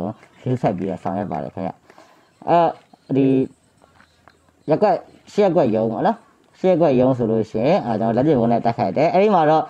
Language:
Burmese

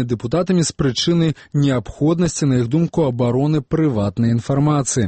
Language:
Belarusian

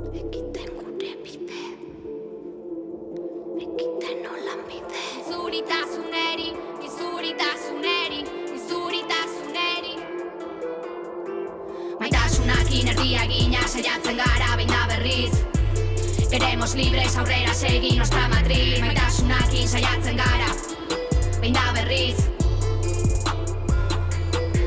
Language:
Basque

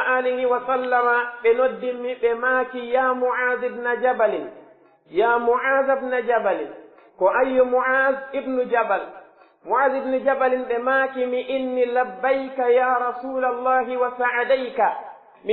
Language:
Pular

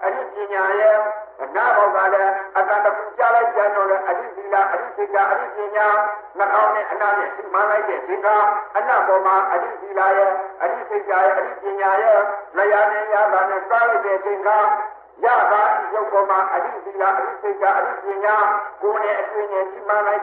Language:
Burmese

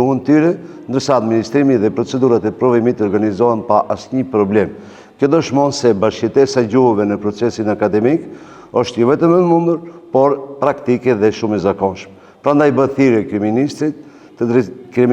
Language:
Albanian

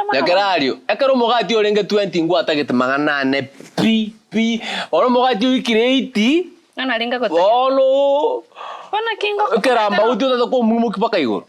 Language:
Gusii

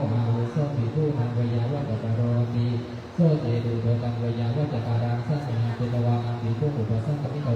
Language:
Pali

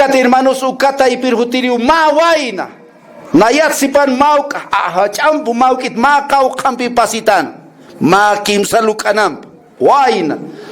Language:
Aymara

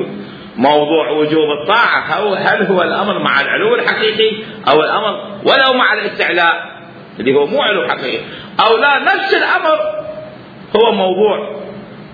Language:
Mesopotamian Arabic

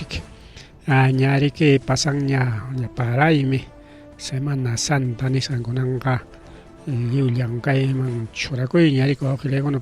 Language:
Ayacucho Quechua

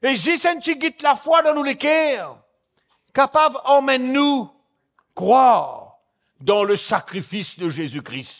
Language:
Morisyen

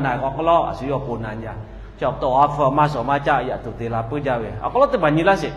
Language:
Lahu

